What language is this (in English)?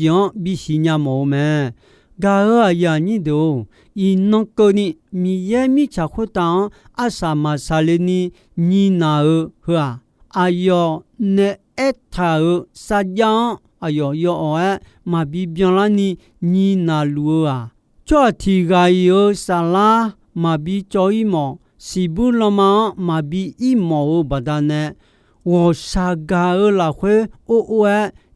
Akha